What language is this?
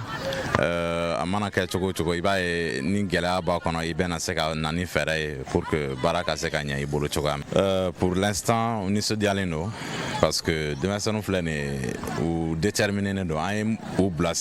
Bambara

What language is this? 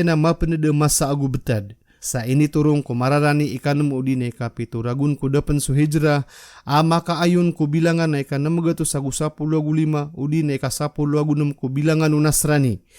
Maranao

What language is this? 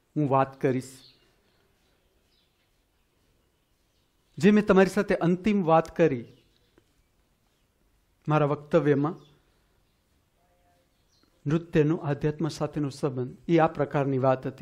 Gujarati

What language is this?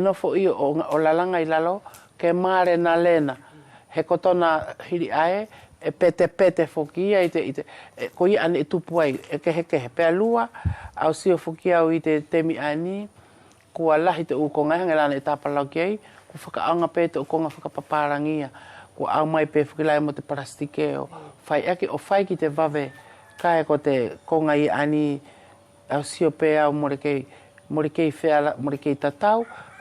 Wallisian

